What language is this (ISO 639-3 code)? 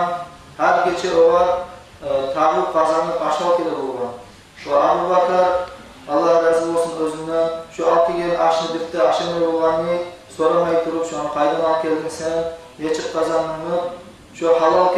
kum